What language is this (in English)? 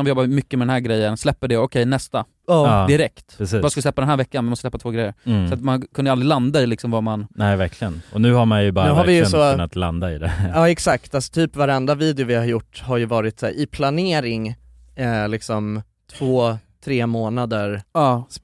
Swedish